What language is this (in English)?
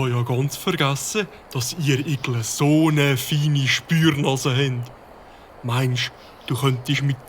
Swiss German